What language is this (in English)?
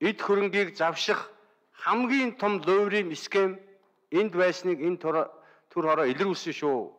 Mongolian